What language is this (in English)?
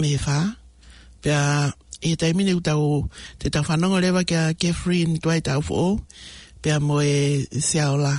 Tongan